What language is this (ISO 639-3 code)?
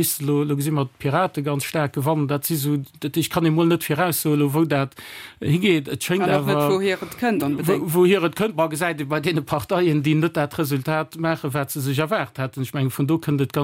ltz